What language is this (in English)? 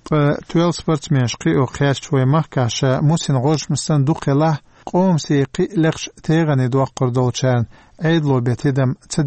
Chechen